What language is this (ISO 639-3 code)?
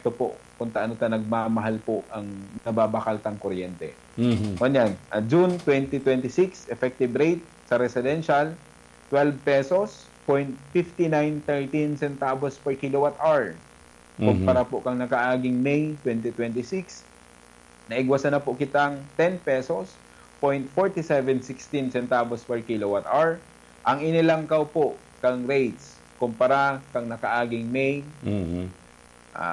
bik